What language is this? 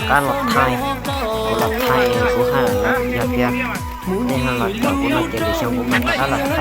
Hmong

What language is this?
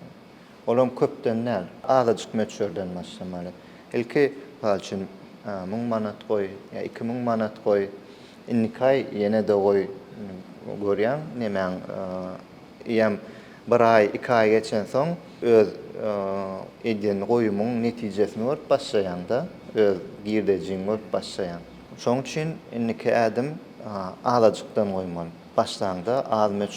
Turkmen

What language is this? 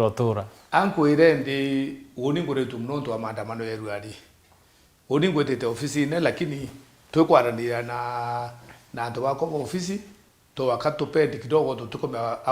Meru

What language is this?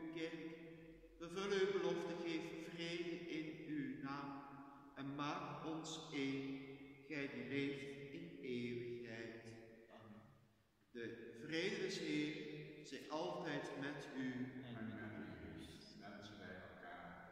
Dutch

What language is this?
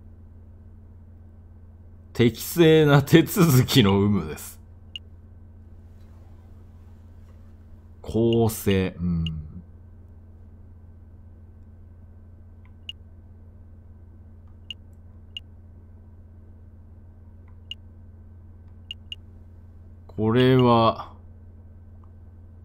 Japanese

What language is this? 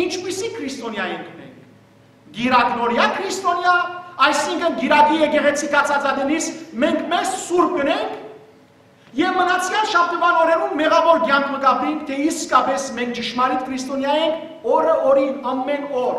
Western Armenian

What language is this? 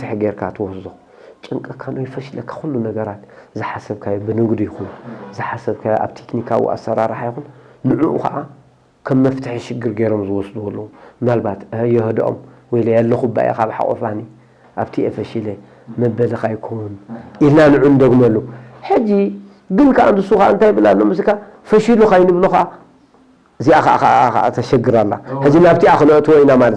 Tigrinya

